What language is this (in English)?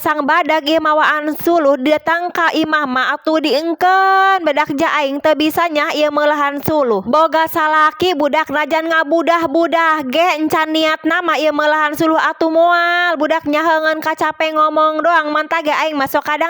Sundanese